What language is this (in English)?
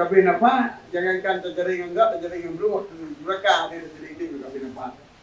Achinese